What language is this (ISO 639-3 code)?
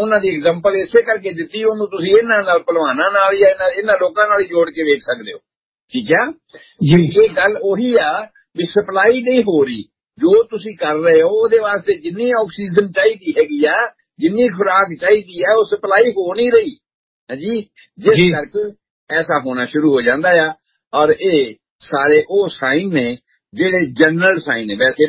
pan